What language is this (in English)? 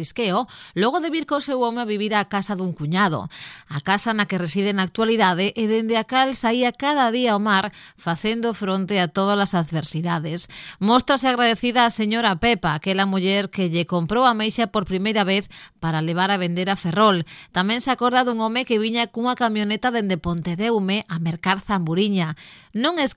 Galician